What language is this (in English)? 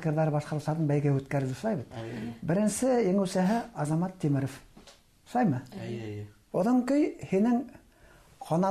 Bashkir